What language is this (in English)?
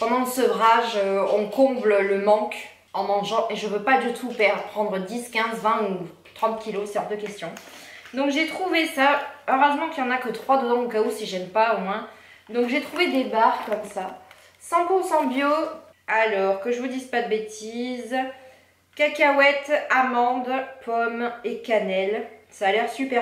French